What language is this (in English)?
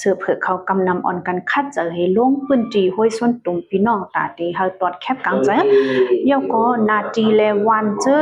Shan